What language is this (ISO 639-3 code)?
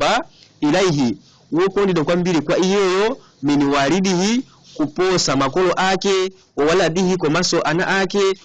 nya